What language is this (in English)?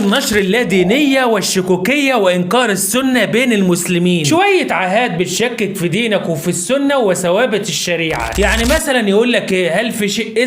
Egyptian Arabic